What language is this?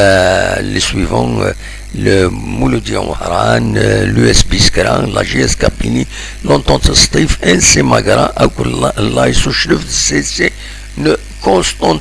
Kabyle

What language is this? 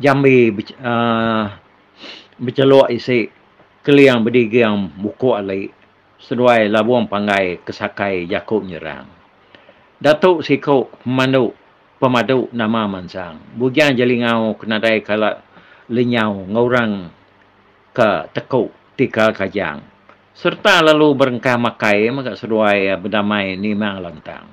Iban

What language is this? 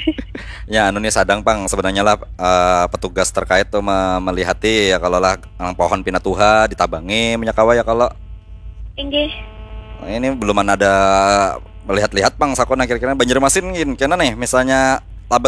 Banjar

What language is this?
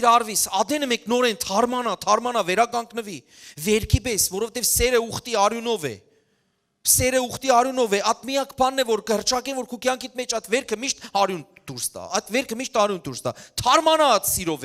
Western Armenian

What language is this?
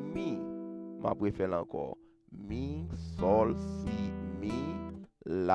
Haitian Creole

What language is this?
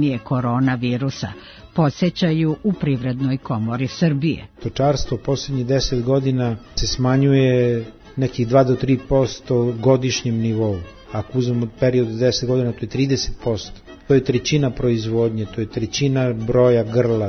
Serbian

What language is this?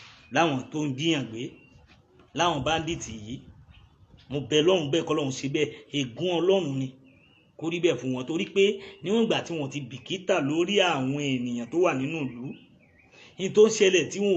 Yoruba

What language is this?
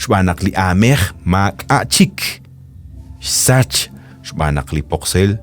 Kekchí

